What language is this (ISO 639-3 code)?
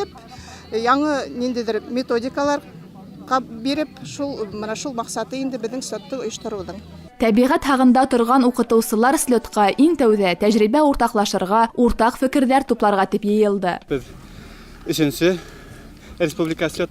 bak